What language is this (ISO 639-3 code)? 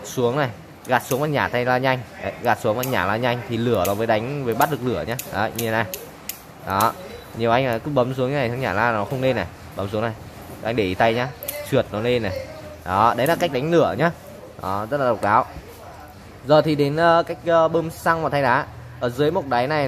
vie